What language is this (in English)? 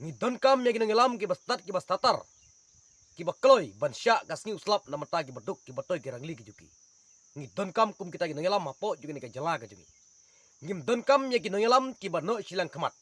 Khasi